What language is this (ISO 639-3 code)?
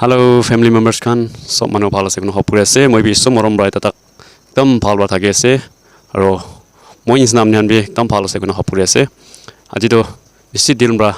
nag